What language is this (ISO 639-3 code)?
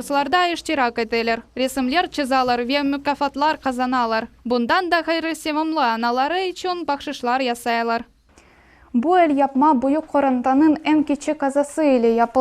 crh